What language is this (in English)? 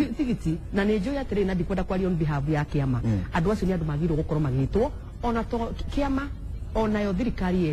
Kikuyu